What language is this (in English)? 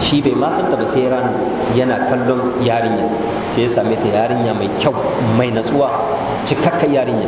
Hausa